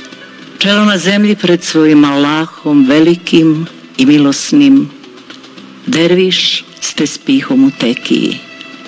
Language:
Bosnian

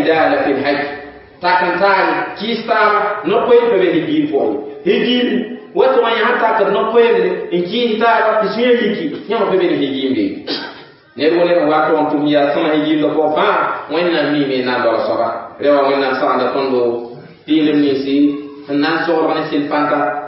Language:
Mossi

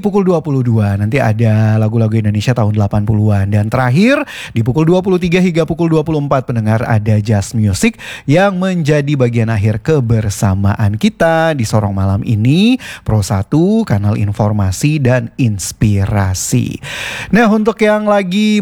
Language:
Indonesian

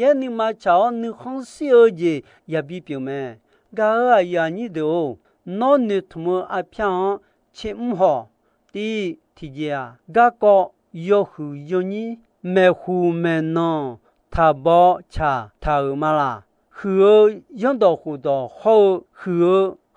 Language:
Akha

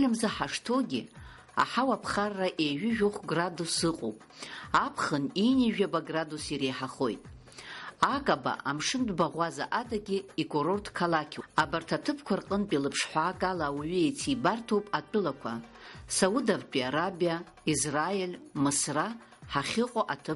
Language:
Abkhazian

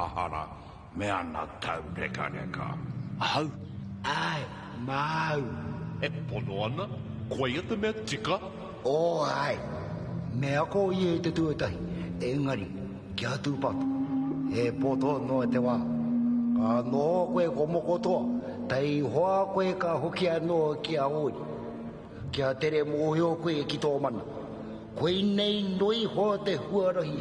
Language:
Māori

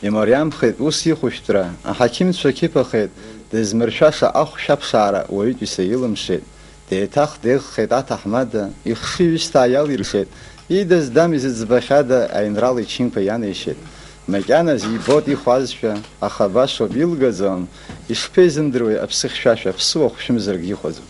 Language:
Abkhazian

